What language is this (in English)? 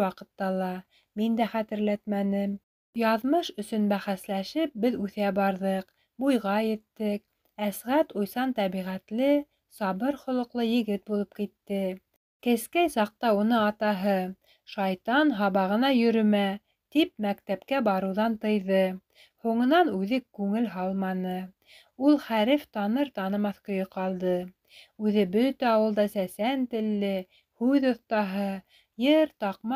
Bashkir